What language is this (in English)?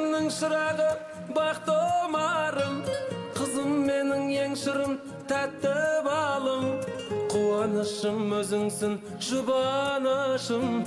Kazakh